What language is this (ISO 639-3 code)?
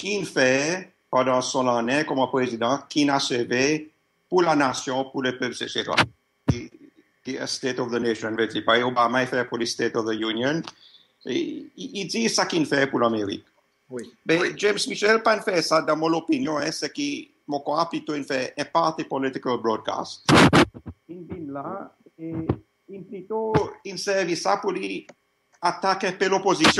crs